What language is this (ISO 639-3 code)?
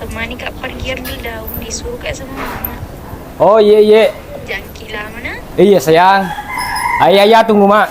bug